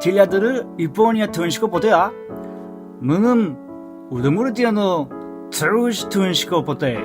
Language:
Udmurt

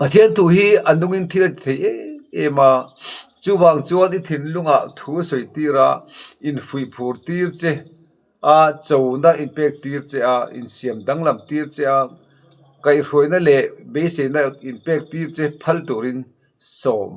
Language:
Mizo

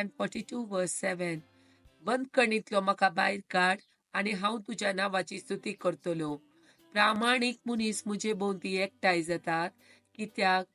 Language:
Konkani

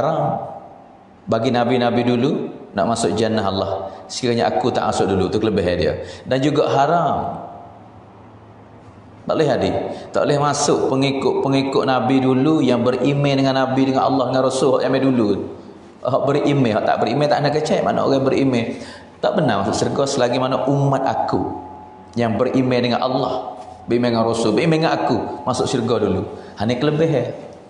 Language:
Pattani Malay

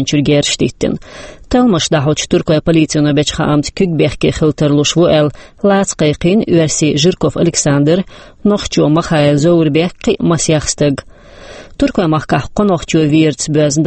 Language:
Chechen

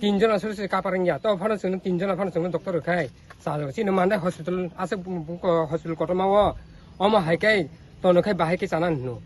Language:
Kok Borok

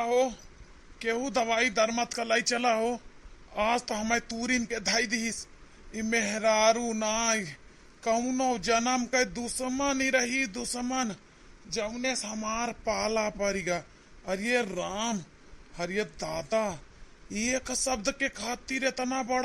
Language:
Awadhi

